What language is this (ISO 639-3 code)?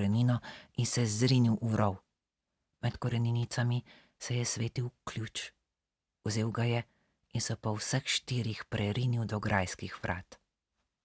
slv